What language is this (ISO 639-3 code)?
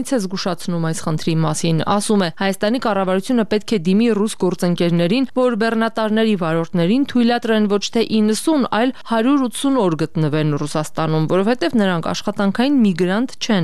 hye